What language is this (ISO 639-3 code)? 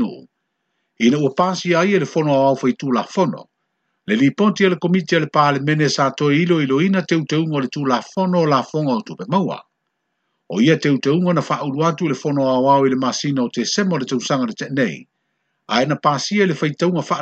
smo